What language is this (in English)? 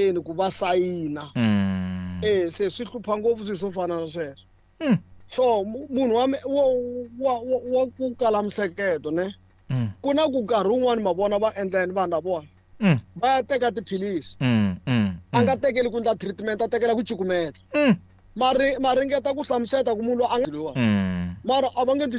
Tsonga